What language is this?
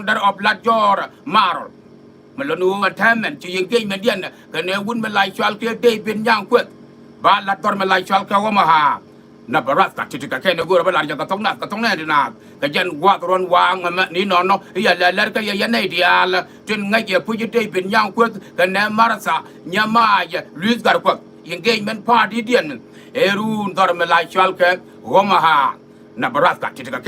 Nuer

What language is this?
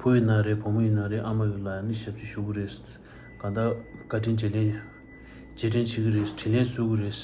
Tibetan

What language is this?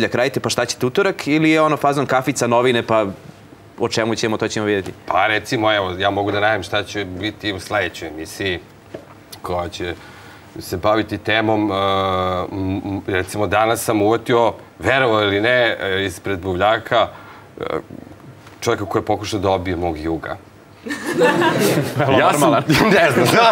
Serbian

